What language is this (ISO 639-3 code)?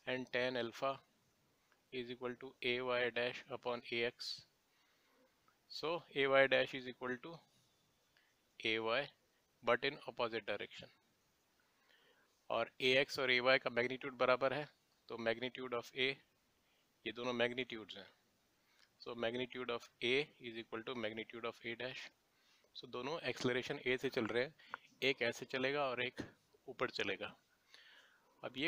hin